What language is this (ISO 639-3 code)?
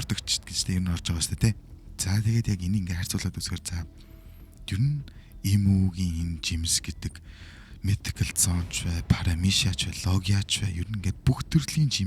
mon